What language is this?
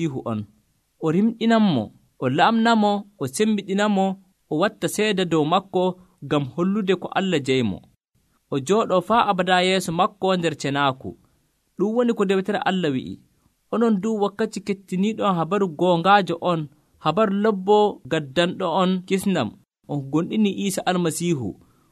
Nigerian Fulfulde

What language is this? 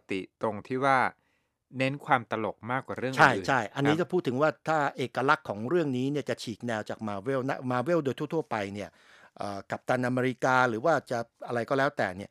Thai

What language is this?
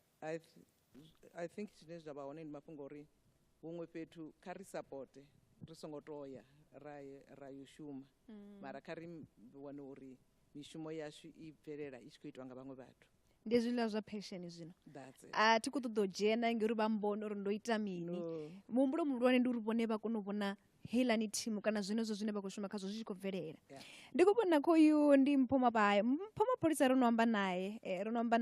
Venda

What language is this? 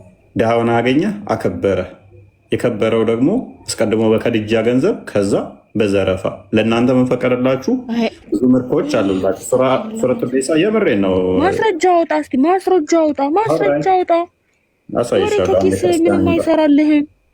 Amharic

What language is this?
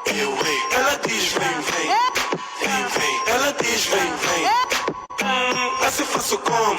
Haitian Creole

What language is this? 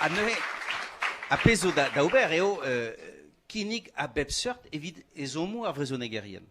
Breton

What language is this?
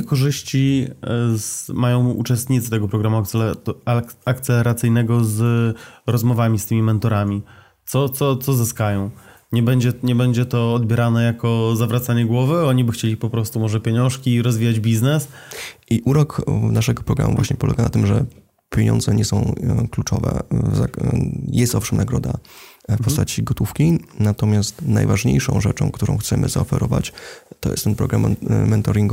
Polish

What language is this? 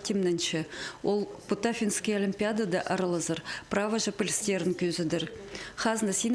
Khakas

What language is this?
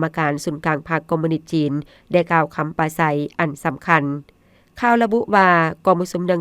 Lao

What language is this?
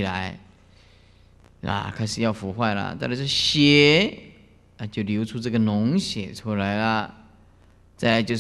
Chinese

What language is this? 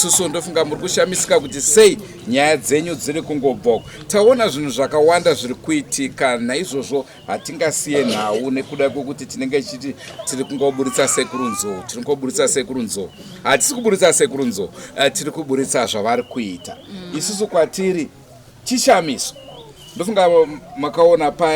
Shona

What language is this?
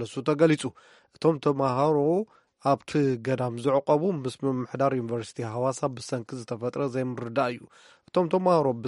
Tigrinya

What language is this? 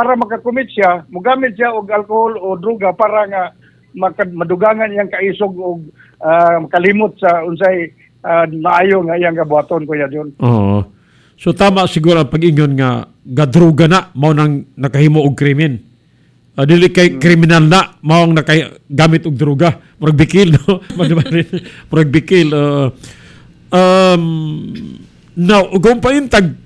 Cebuano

